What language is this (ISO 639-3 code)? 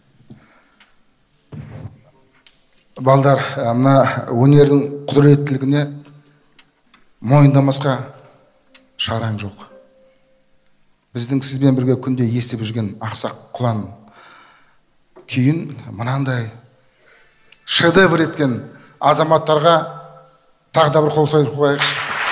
kaz